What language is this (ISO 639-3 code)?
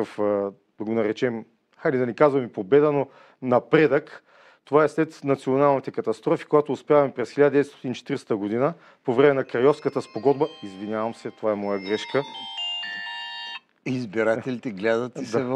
bul